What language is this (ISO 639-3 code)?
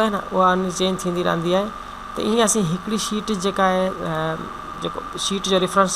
snd